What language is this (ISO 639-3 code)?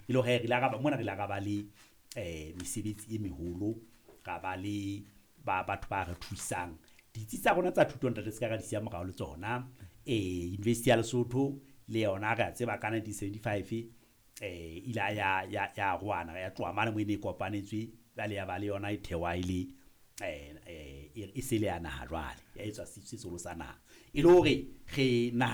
sot